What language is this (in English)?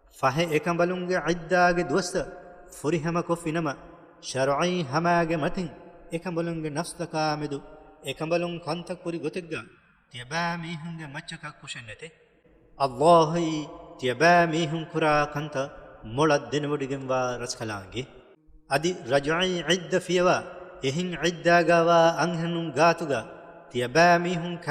Divehi